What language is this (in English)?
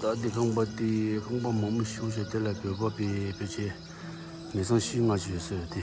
Tibetan